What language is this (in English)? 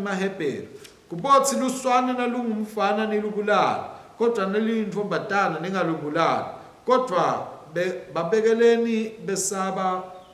Swati